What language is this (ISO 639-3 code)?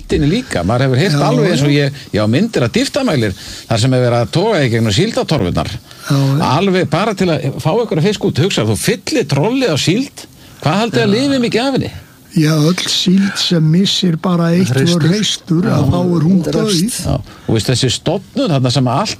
isl